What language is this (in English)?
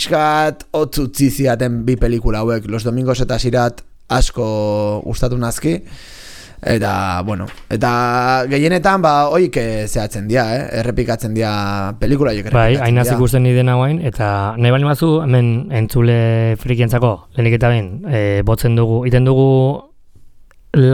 Basque